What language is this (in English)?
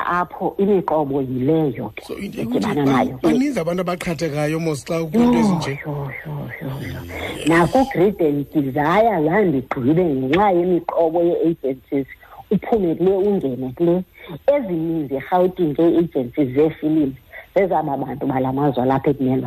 Xhosa